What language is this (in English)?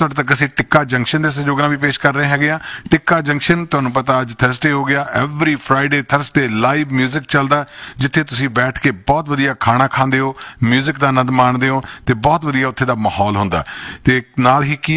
Punjabi